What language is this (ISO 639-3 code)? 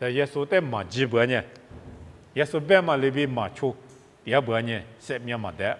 lis